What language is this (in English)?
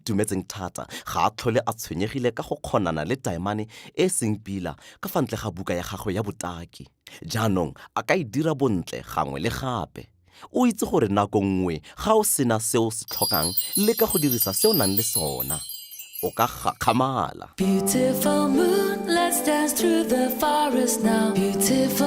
Tswana